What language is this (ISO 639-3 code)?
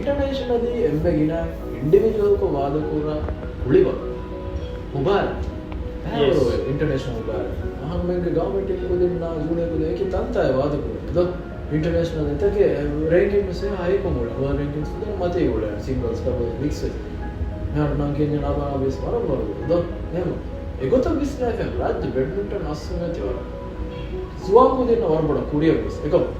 div